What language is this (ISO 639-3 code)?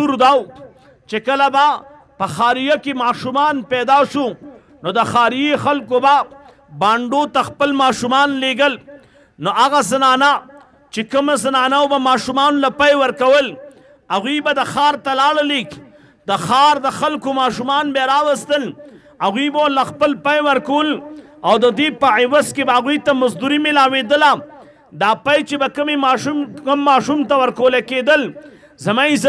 pus